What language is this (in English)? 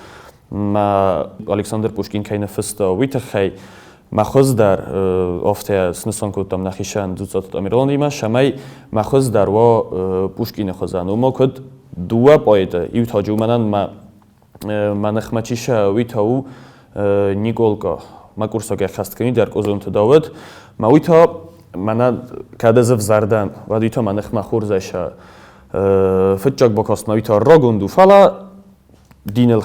Ossetic